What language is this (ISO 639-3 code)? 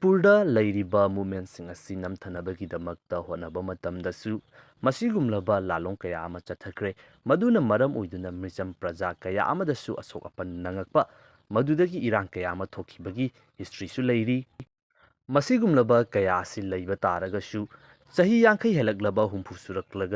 mni